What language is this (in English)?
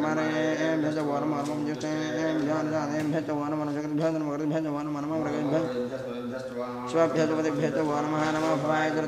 Sanskrit